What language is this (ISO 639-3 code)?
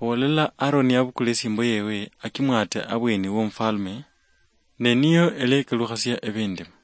luy